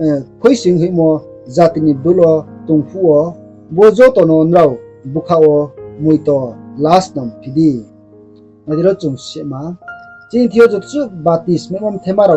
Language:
Riang (India)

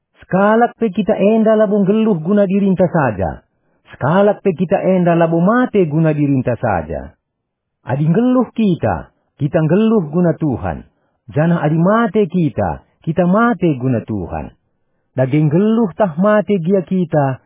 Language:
Batak Karo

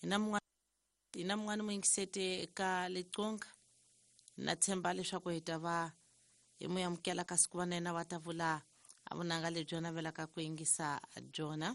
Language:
Tsonga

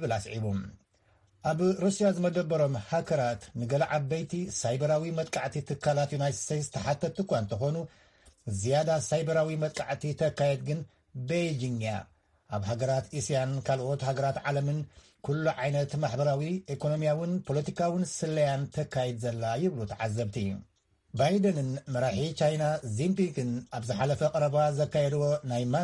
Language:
Tigrinya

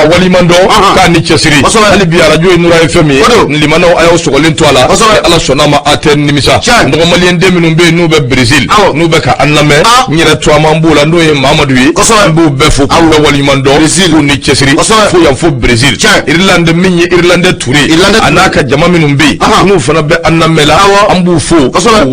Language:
Bambara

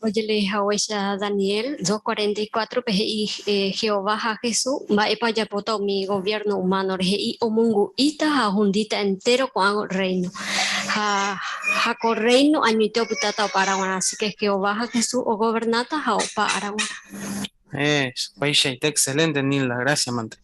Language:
Guarani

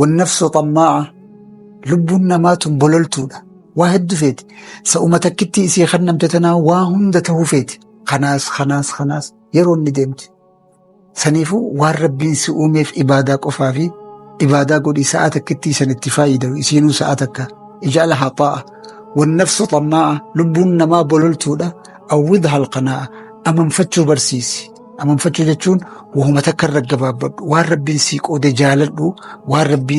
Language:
Oromo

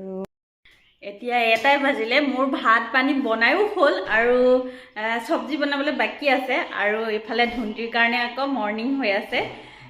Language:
Assamese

